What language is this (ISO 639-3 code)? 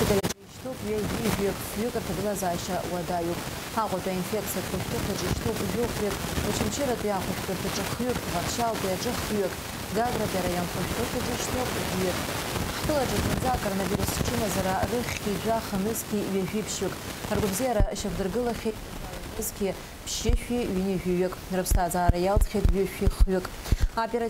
abk